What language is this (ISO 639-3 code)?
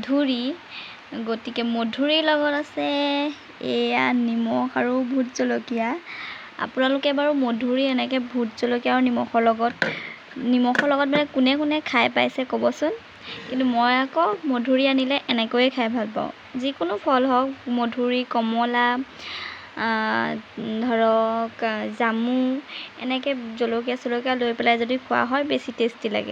asm